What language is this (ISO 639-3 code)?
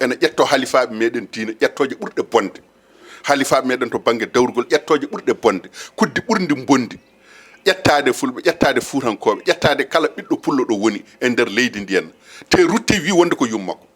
ful